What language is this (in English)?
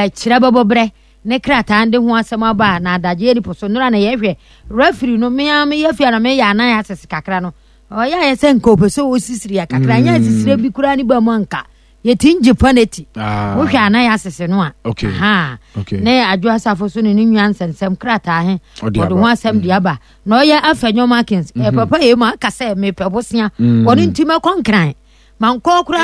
Akan